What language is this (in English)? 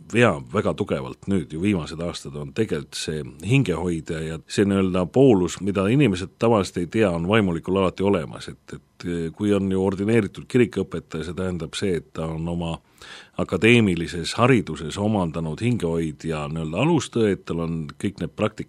Estonian